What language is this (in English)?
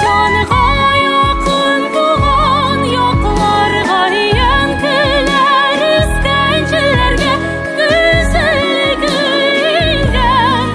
Tatar